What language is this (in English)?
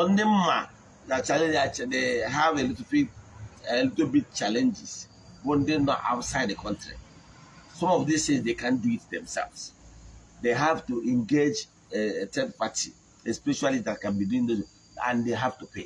Igbo